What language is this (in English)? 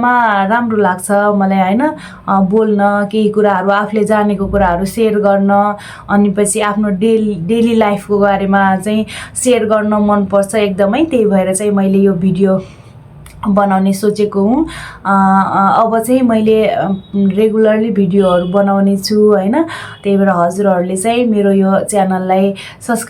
Nepali